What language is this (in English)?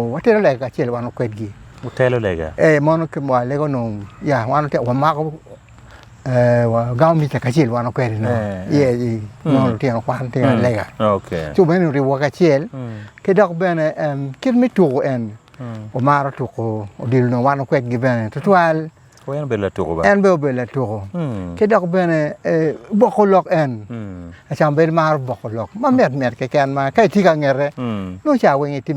Acoli